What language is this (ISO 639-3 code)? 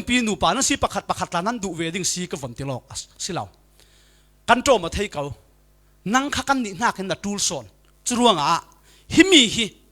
cfm